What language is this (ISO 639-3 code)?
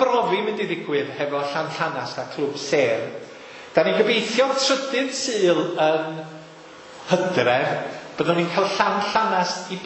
cym